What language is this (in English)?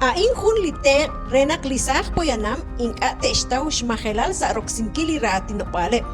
Kekchí